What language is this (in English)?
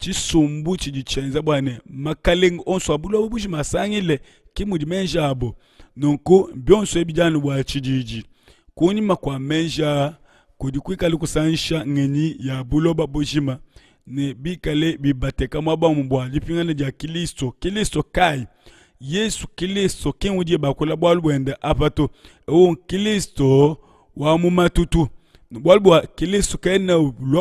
Luba-Lulua